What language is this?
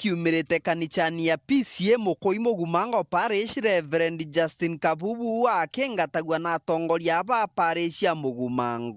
Meru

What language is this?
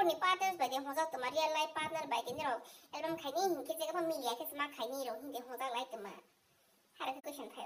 Kok Borok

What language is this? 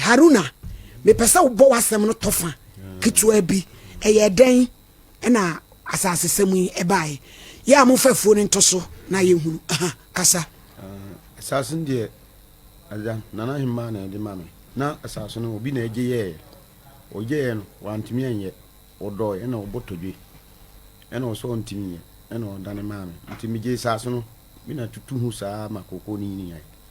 Akan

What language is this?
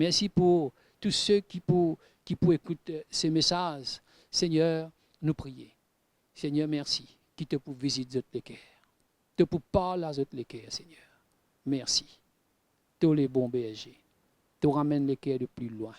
Morisyen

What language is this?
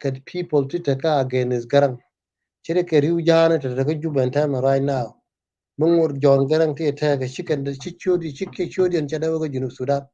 Nuer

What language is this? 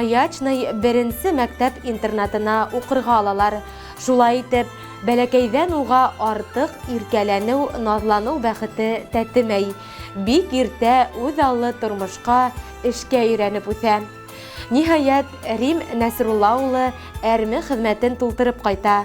Bashkir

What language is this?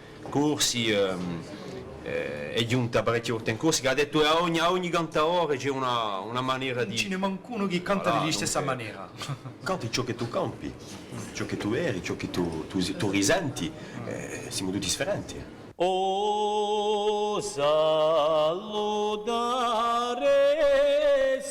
Corsican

